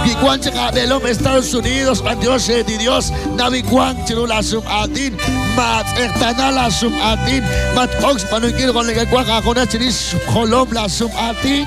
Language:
Kekchí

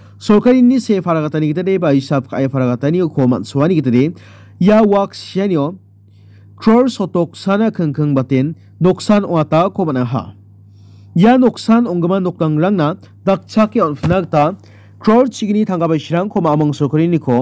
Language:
Garo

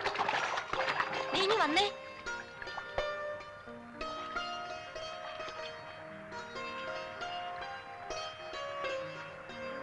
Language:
Malayalam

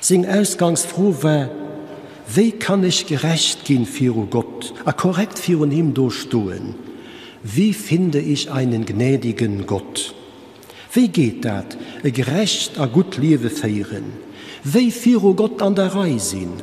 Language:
Luxembourgish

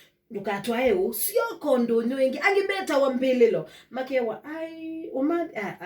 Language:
Kamba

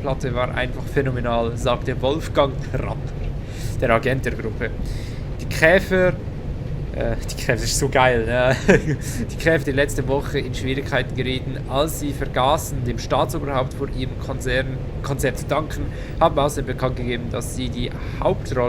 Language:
Swiss German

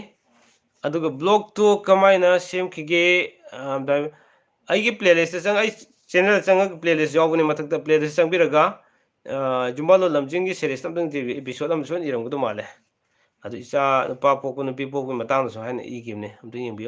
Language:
Manipuri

